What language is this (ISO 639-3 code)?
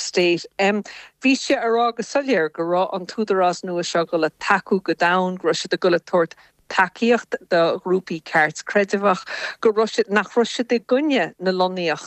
gle